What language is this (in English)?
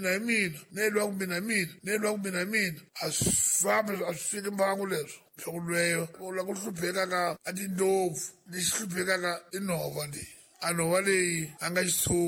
Tsonga